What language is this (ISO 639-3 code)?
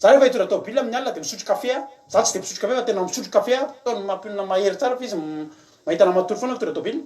mlg